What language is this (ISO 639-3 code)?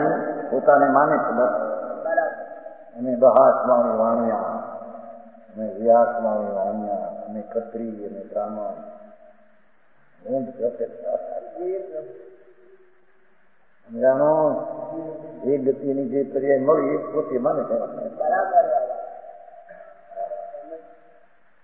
guj